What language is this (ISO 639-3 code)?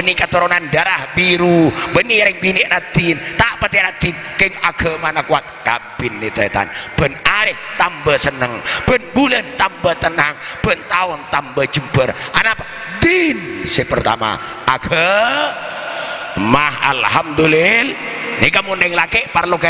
mad